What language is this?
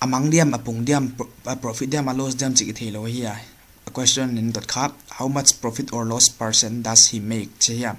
Paite Chin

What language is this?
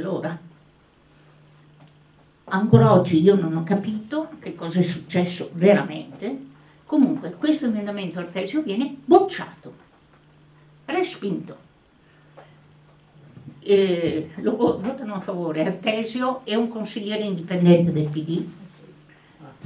Italian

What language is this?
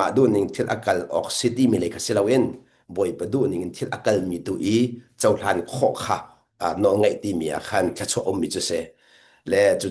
Hakha Chin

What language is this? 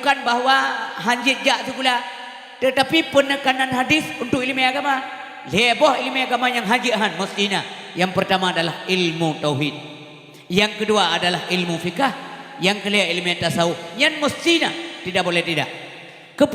Achinese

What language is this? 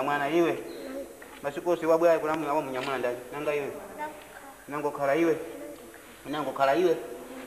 Nyanja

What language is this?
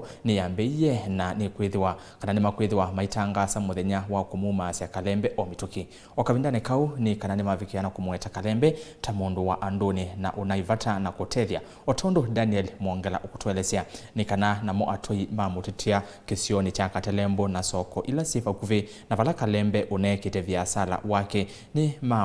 Kamba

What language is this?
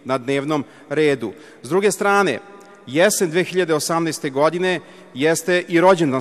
Serbian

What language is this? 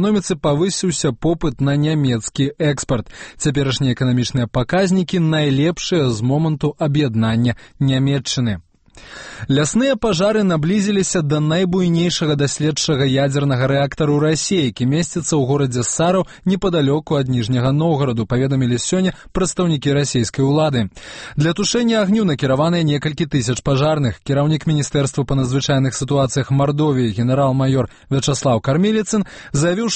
Belarusian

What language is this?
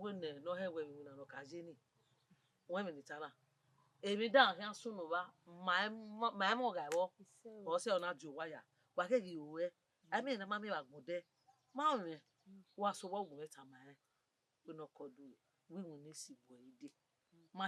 Bini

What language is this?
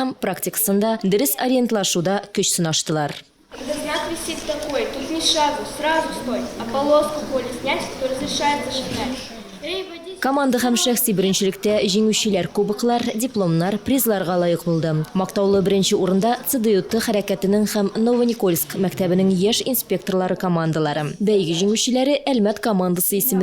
Tatar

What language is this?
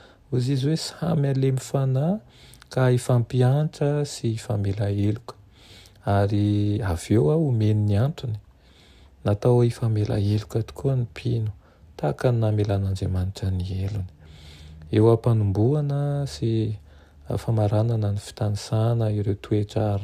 Malagasy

